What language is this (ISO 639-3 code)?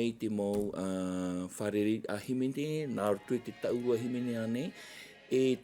tah